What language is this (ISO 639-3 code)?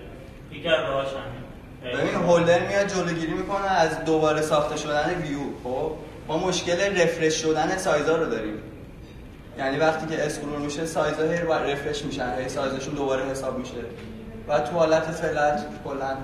fas